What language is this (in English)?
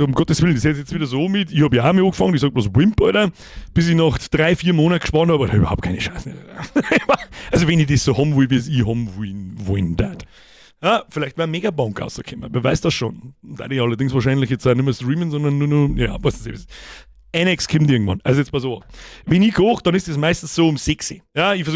Bavarian